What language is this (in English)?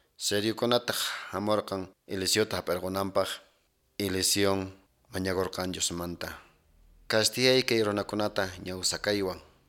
Quechua